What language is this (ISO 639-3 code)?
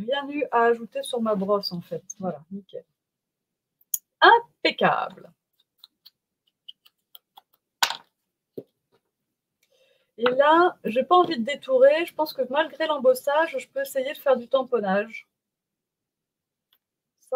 fra